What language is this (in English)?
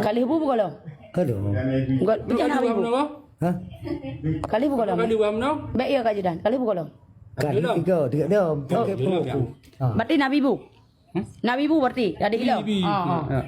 Achinese